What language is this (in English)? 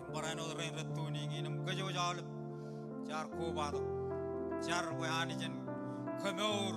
Marshallese